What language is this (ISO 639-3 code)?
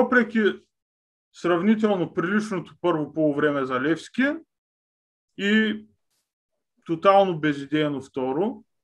bul